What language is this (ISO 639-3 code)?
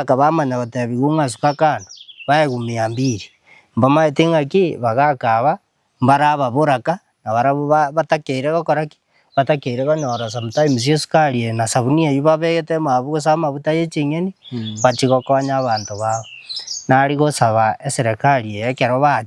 guz